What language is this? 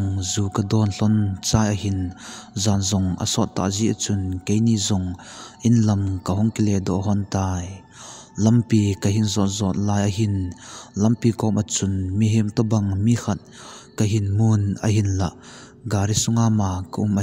Thado Chin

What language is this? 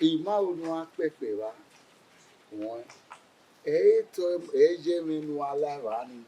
Bini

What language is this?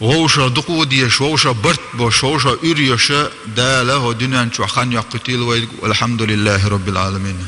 Chechen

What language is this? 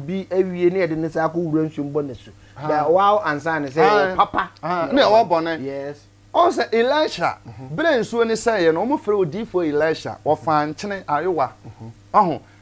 Akan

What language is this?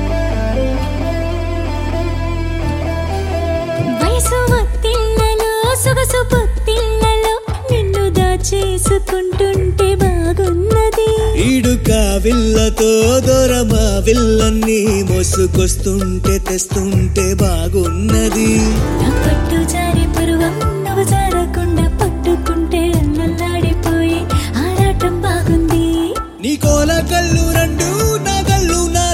Telugu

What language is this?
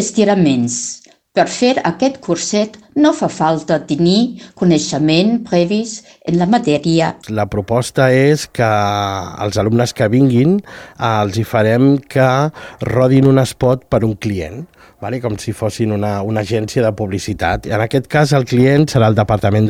Catalan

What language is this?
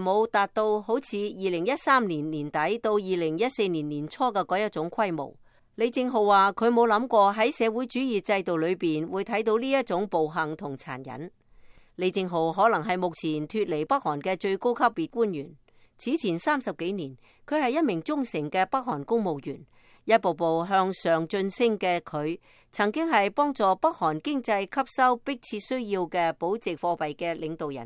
Cantonese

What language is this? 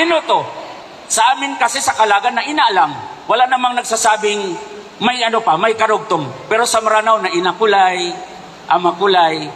Maranao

